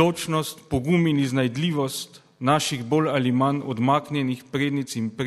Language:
Slovenian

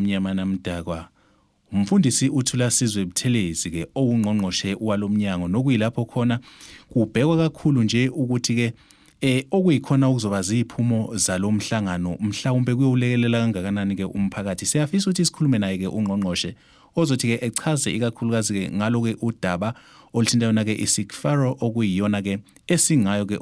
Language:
Zulu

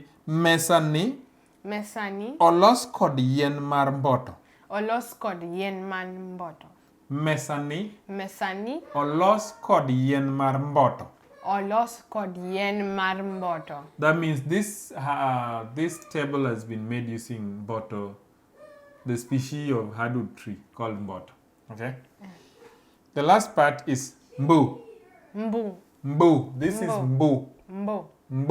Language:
Luo (Kenya and Tanzania)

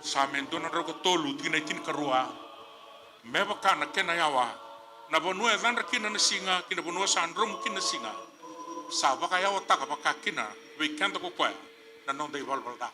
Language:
Fijian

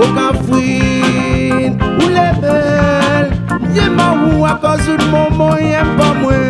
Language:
Réunion Creole French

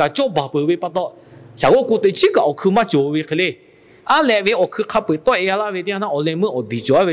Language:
Lahu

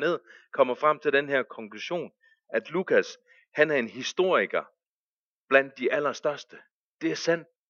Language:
Danish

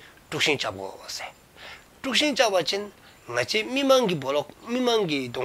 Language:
Dzongkha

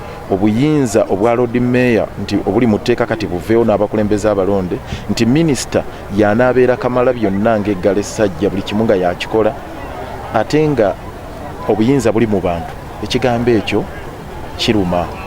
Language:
Ganda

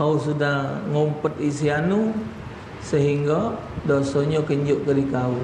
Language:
Musi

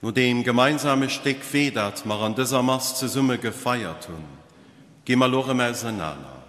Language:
Luxembourgish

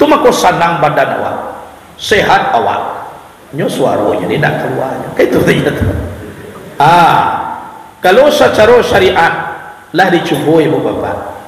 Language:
Minangkabau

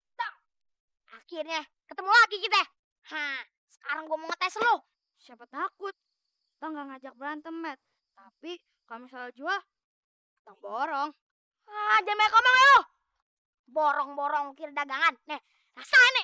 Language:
Betawi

